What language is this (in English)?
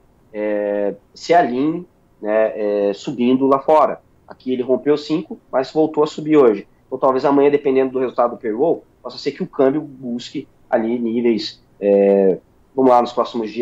Portuguese